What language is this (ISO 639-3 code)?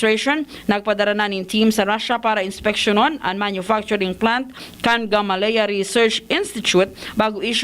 bik